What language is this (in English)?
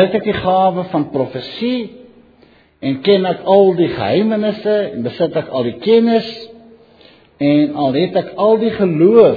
Afrikaans